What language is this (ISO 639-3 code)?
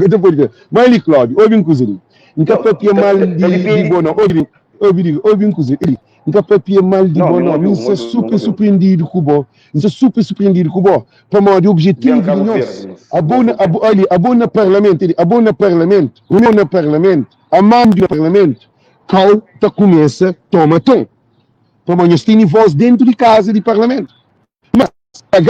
kea